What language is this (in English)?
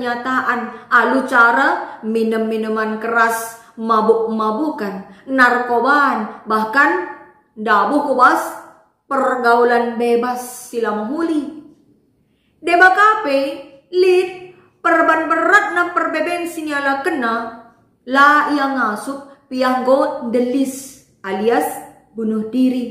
Batak Karo